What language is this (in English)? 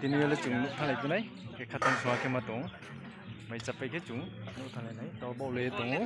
Riang (India)